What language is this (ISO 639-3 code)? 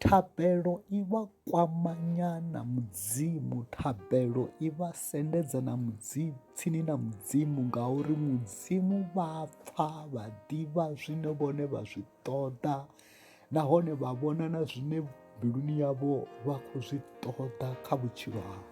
ven